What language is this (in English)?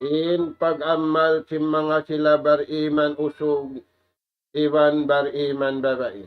Tausug